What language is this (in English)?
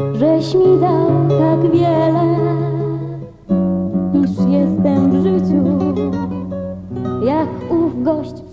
Polish